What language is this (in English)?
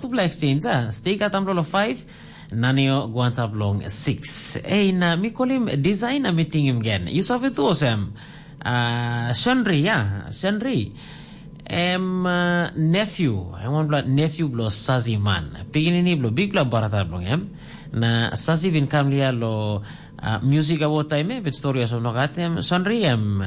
Tok Pisin